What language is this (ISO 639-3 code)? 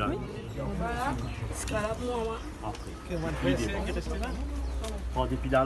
mfe